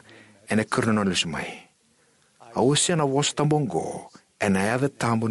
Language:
Fijian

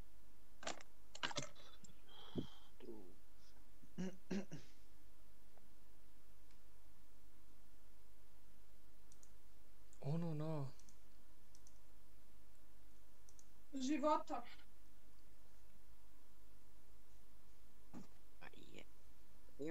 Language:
Bosnian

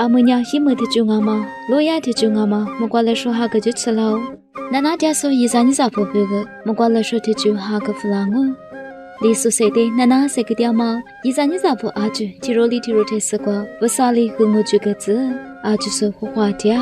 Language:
Lisu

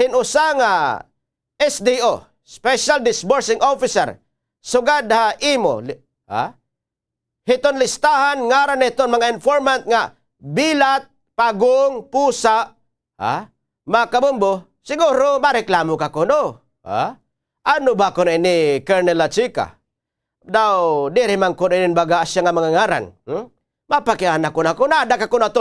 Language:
Waray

